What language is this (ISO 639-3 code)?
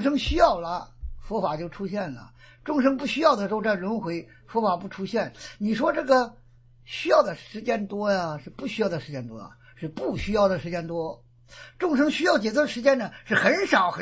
zho